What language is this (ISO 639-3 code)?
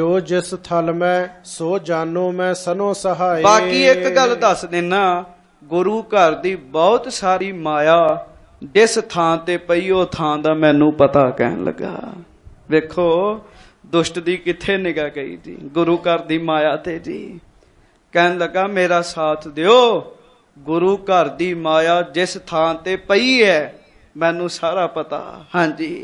pan